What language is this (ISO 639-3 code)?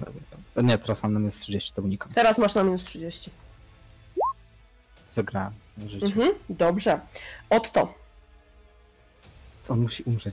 pol